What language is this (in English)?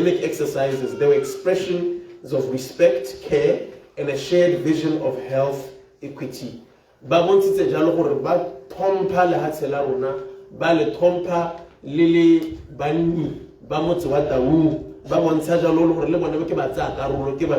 Tswana